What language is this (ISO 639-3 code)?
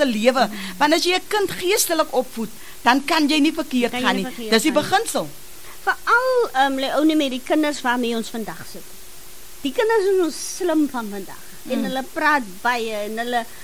afr